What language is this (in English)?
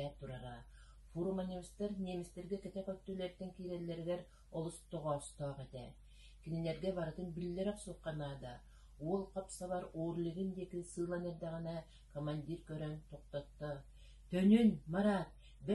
Yakut